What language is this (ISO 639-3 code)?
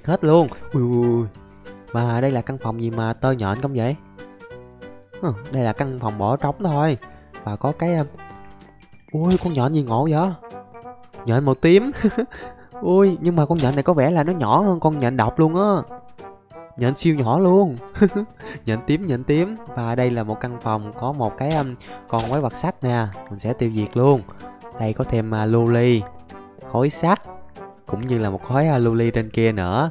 vie